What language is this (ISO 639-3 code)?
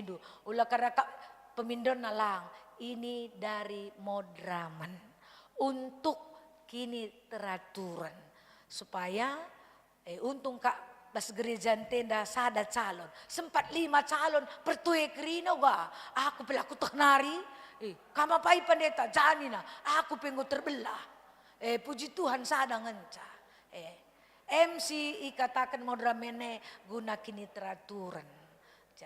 btx